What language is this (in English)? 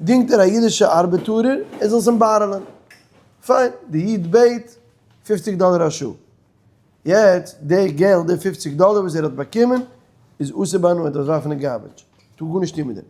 Yiddish